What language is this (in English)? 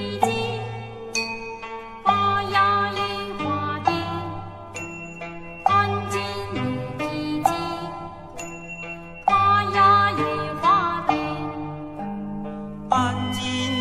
Chinese